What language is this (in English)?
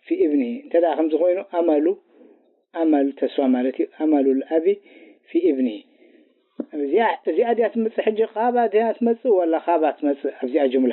Tigrinya